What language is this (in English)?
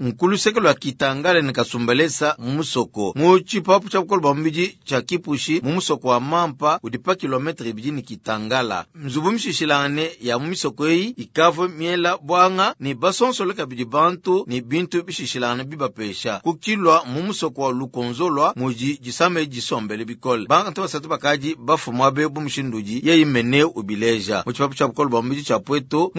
Luba-Lulua